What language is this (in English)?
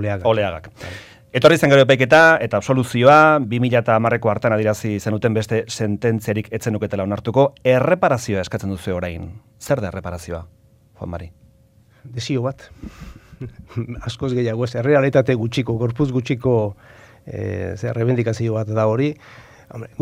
Basque